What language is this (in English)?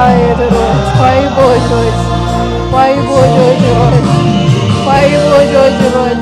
Marshallese